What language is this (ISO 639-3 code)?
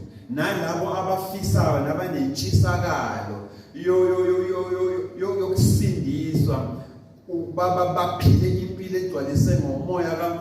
zul